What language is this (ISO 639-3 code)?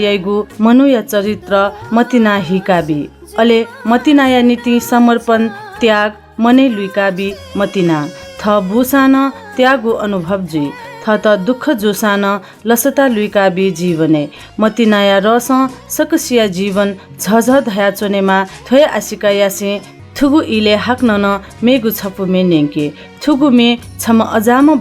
new